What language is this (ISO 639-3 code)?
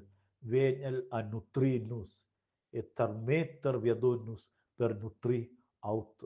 roh